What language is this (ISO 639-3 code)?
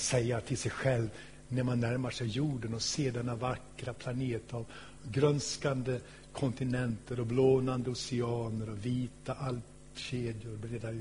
swe